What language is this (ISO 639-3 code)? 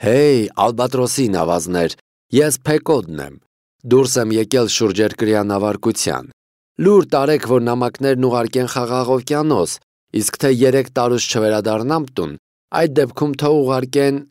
hye